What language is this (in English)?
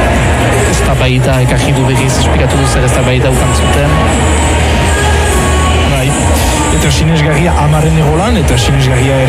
Basque